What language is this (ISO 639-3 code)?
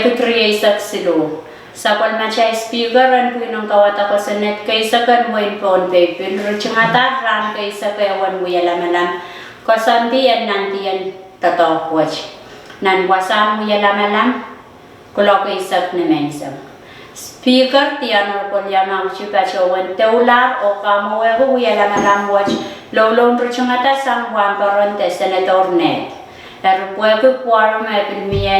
pon